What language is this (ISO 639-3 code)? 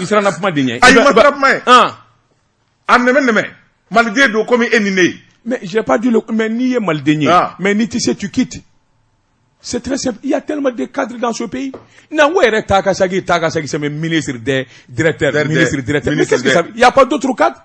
bam